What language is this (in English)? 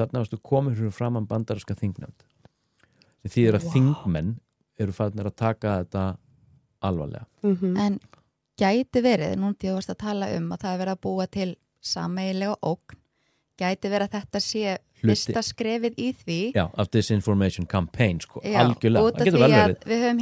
Icelandic